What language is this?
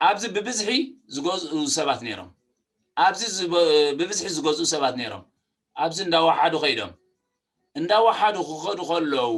Tigrinya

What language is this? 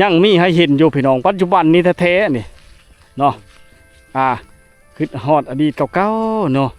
Lao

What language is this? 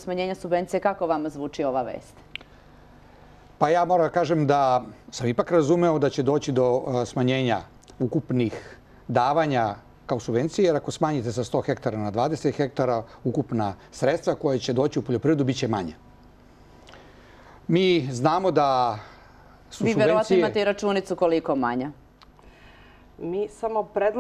Serbian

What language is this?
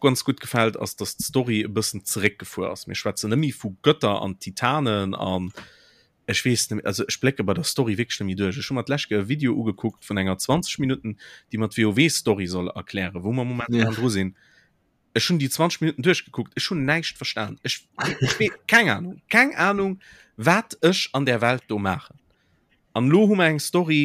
Luxembourgish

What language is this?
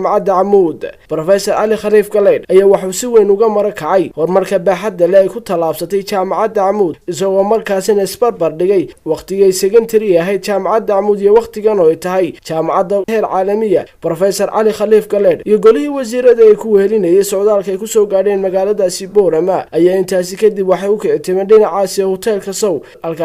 Somali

